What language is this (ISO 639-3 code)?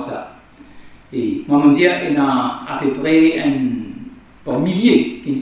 mfe